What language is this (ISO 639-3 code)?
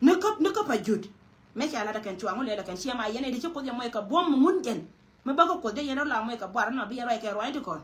nus